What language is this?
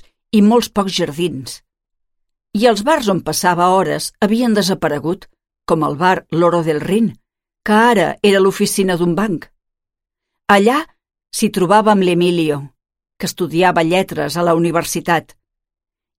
Catalan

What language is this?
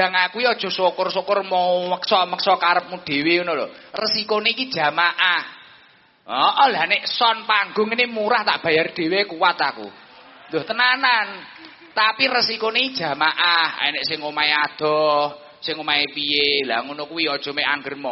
Javanese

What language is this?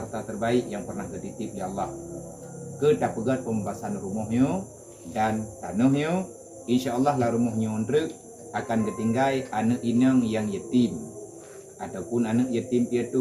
Achinese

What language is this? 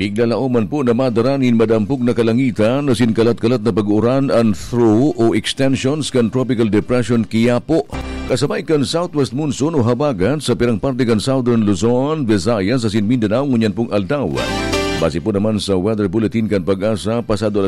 Bikol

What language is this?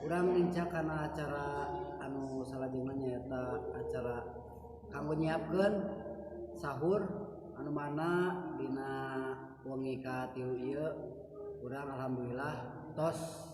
Sundanese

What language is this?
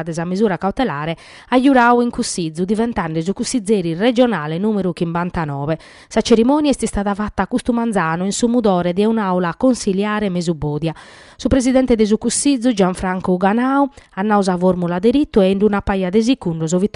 Sardinian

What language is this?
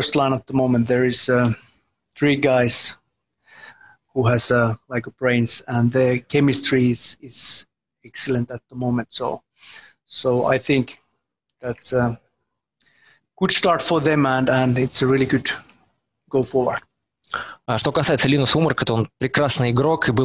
Russian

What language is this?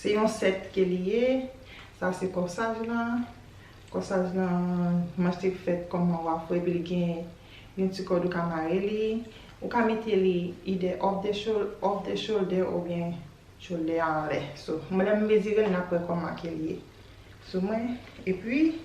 Haitian Creole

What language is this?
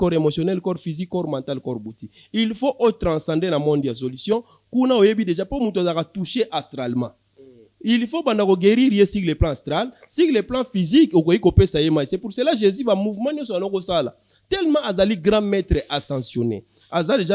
Lingala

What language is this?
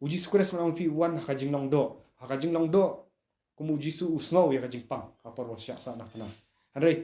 Khasi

